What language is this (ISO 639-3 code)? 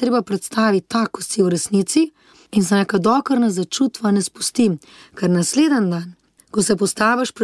slv